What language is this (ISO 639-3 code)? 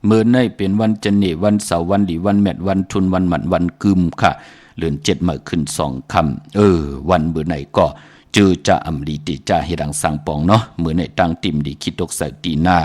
shn